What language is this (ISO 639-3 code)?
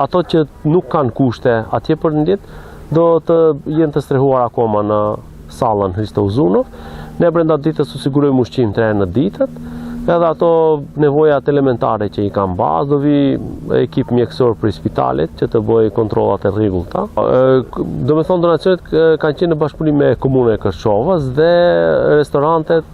sqi